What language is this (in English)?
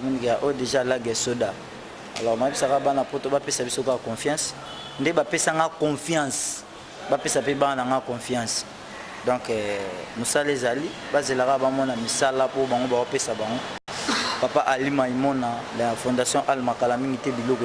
Lingala